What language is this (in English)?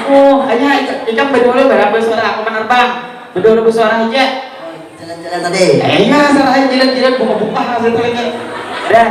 Banjar